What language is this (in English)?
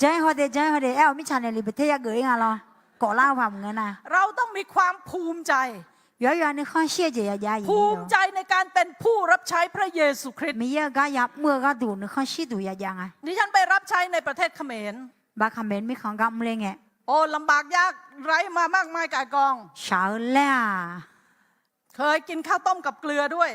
Akha